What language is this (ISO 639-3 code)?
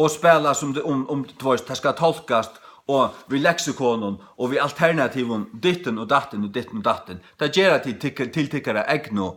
fao